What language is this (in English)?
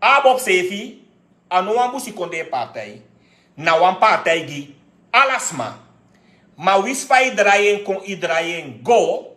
Sranan Tongo